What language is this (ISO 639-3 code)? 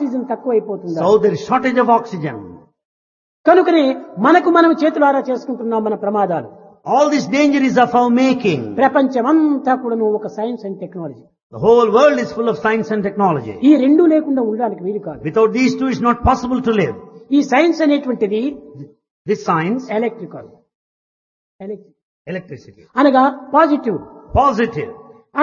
tel